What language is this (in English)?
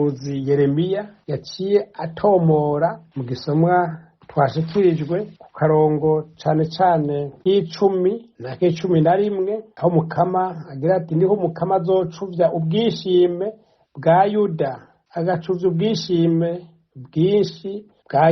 Rundi